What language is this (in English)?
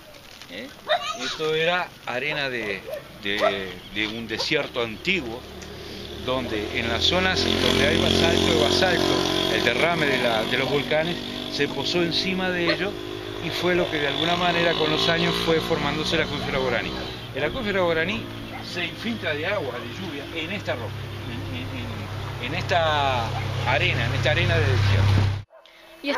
Spanish